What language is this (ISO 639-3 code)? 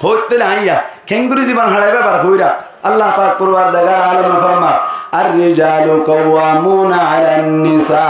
rhg